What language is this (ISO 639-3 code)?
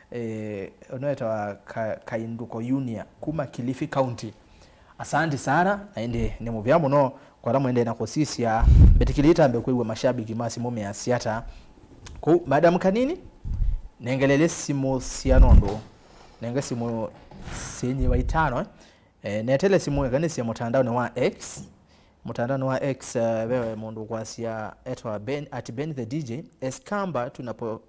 kam